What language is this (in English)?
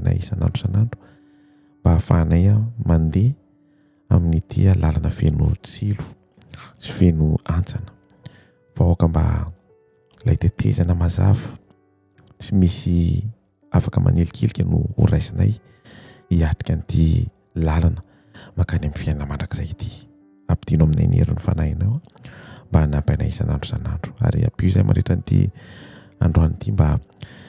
Malagasy